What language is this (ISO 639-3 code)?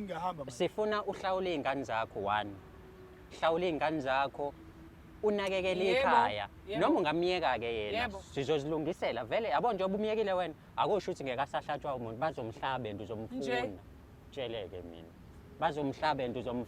zul